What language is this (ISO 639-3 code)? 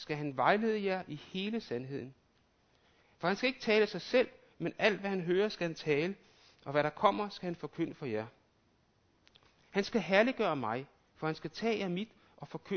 dan